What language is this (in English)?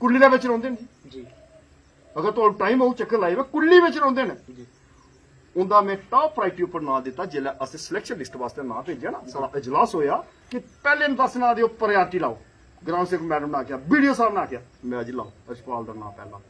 Dogri